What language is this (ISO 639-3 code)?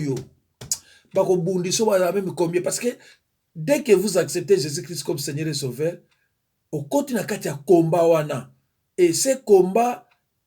lin